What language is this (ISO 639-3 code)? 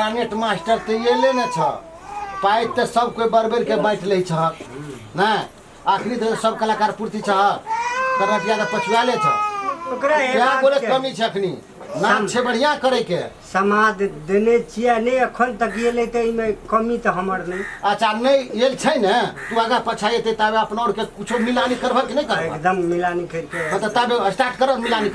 mai